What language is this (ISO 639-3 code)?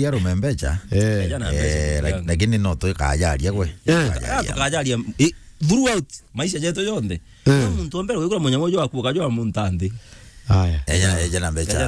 mer